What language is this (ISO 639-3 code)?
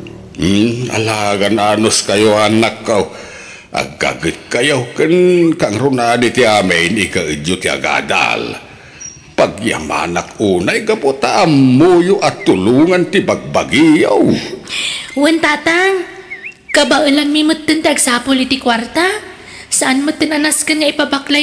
ilo